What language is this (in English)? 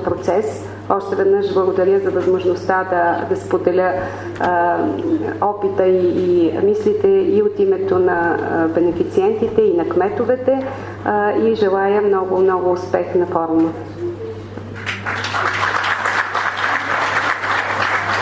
Bulgarian